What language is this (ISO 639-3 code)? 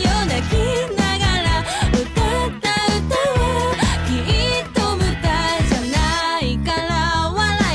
jpn